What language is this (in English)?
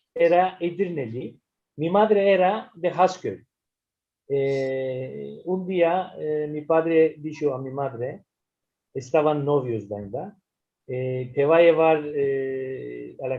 Ladino